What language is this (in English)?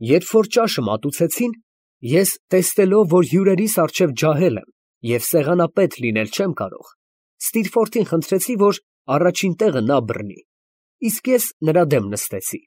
Armenian